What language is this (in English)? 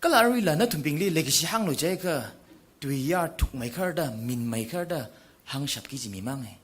Tangkhul Naga (India)